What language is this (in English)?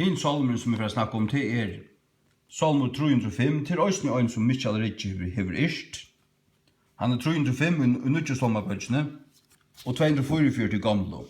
Faroese